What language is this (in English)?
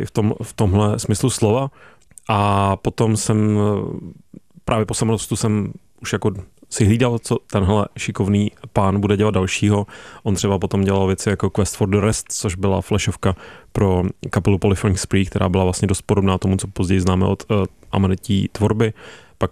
Czech